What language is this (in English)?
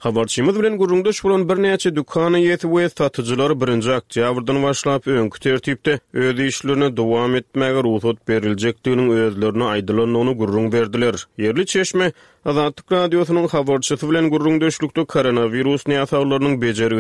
Turkmen